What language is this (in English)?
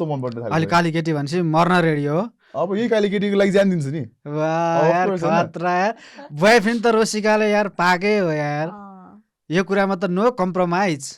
Nepali